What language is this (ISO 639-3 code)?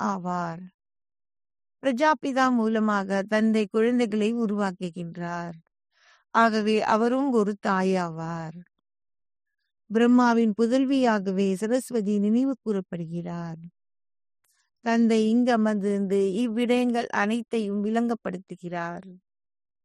tam